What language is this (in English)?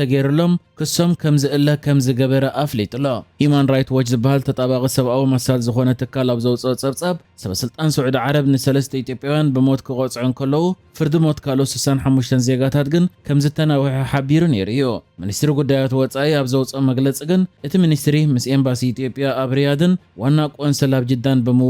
Tigrinya